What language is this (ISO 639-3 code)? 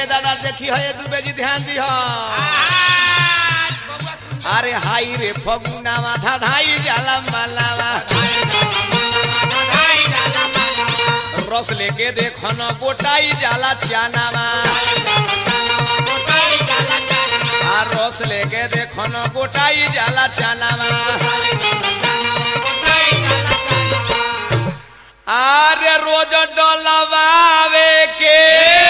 bho